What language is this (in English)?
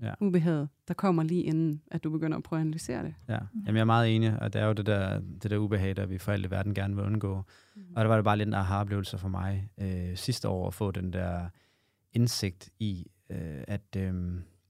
Danish